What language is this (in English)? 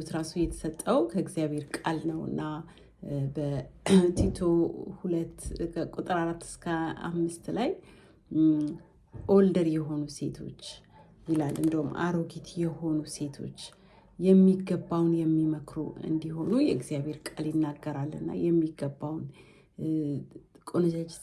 Amharic